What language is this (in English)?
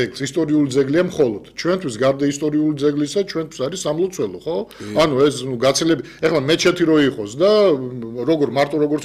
Georgian